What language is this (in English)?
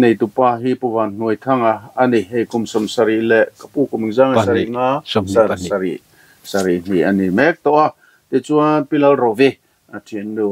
Mizo